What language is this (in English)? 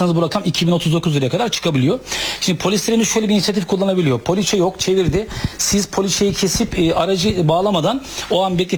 Turkish